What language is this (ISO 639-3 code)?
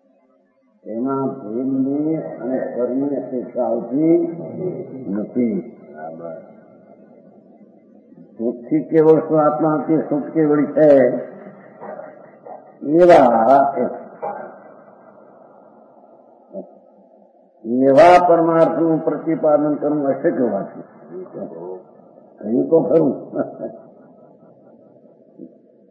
guj